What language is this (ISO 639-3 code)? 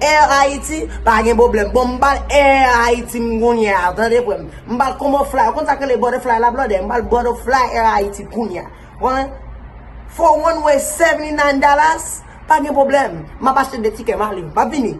hat